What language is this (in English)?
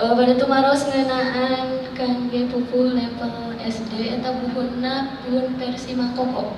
Sundanese